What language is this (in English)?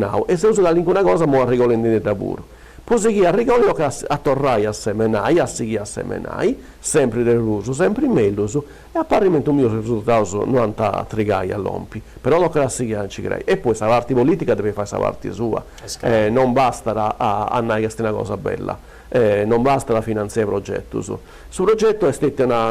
Sardinian